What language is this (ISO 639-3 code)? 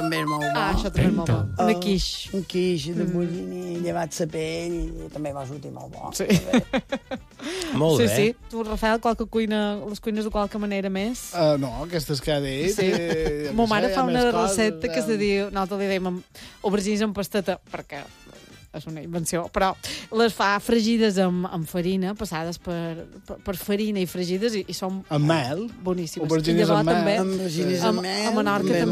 cat